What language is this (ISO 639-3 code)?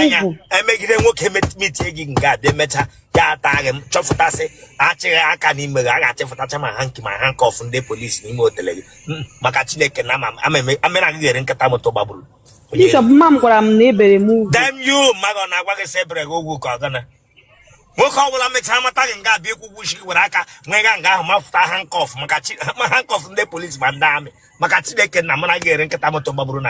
ibo